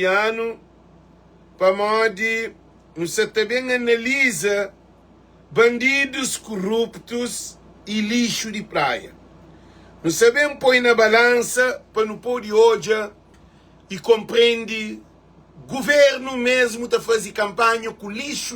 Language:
Kabuverdianu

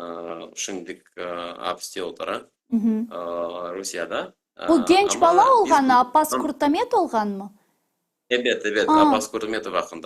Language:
Crimean Tatar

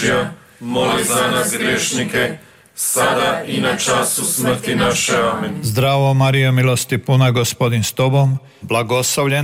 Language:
Croatian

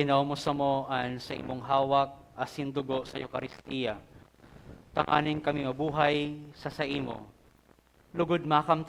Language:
Bikol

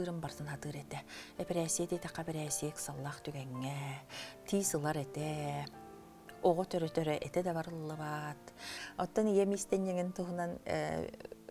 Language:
Yakut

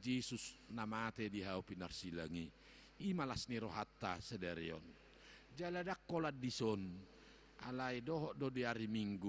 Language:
Batak Toba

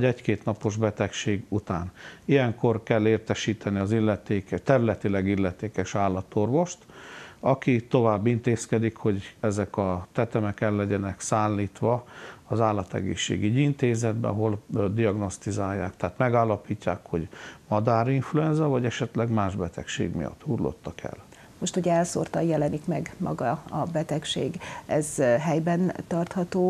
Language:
Hungarian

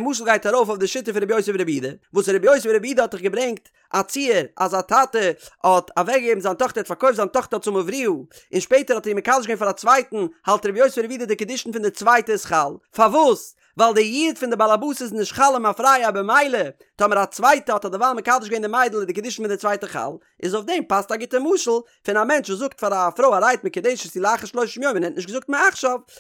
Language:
Yiddish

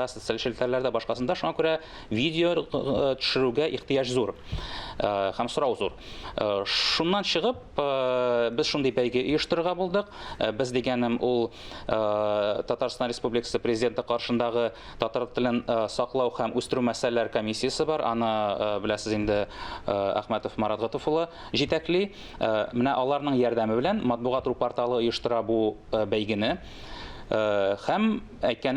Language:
Tatar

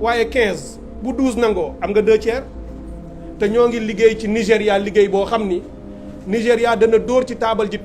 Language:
Wolof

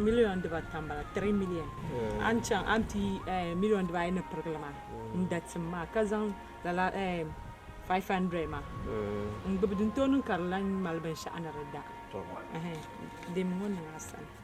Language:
Dagbani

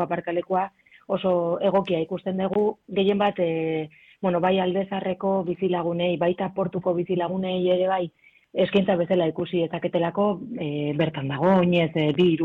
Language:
Basque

